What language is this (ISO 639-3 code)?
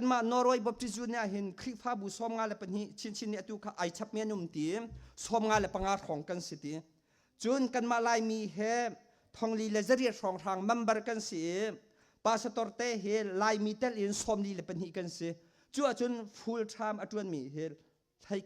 cnh